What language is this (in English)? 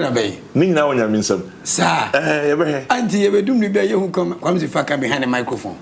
Akan